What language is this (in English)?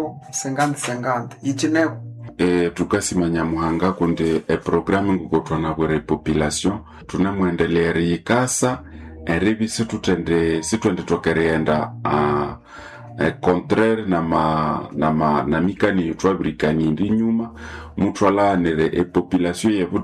Nande